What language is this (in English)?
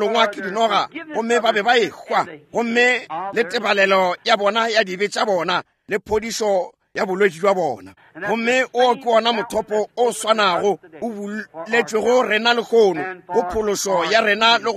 Northern Sotho